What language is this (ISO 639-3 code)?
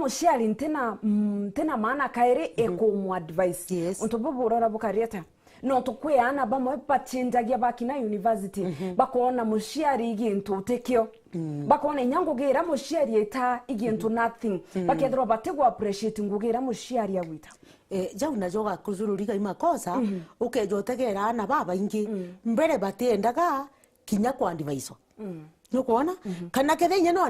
mer